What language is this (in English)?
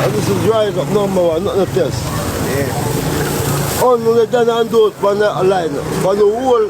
Jamaican Creole English